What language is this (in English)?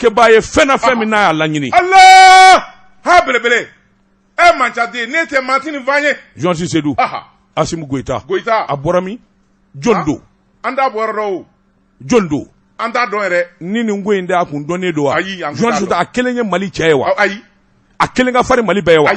Bambara